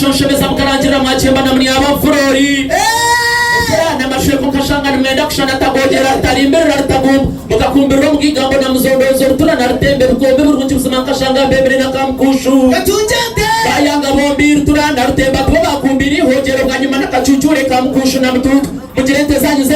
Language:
Nyankole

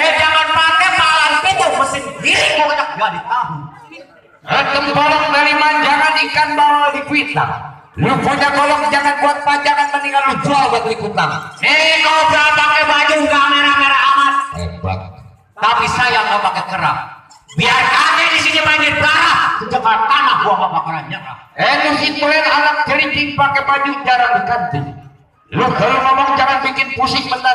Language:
Betawi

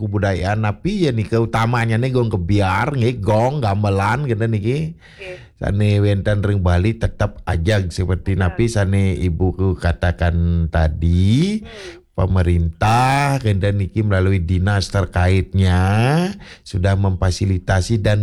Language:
Balinese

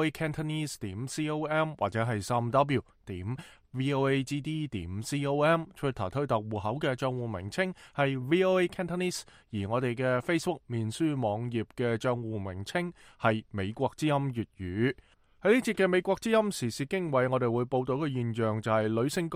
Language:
Cantonese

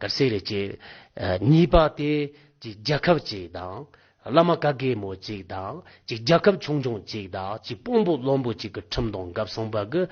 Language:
Tibetan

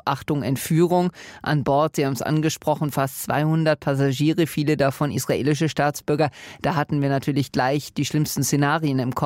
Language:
German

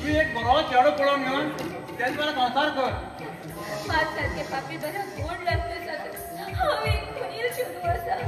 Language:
Konkani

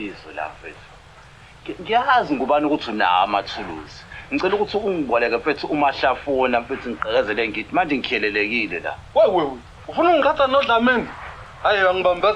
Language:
Zulu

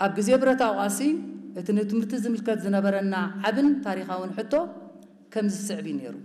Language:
Tigrinya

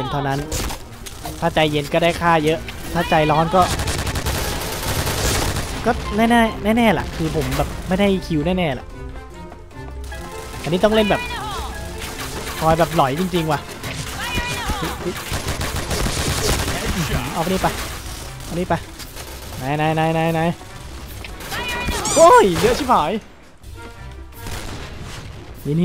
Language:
Thai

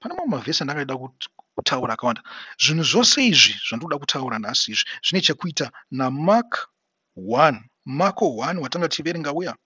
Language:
Shona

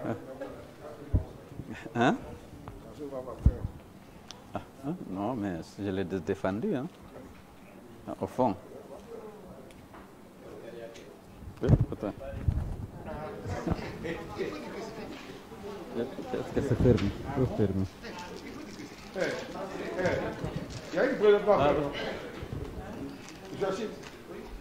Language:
French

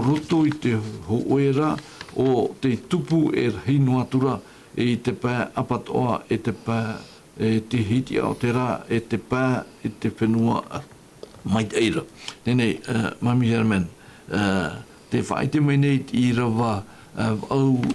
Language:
Tahitian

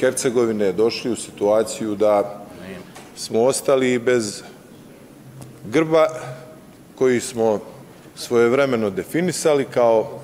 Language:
Bosnian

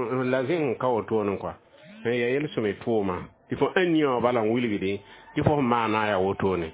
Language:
Mossi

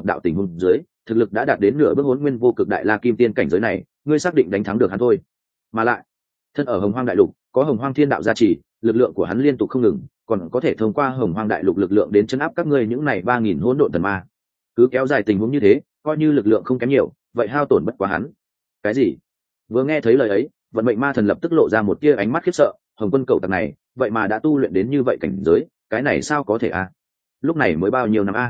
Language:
Vietnamese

